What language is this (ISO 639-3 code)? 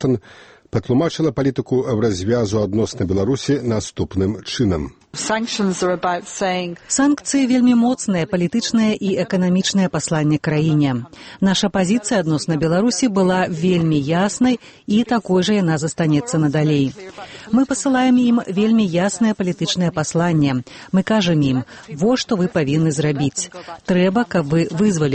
bel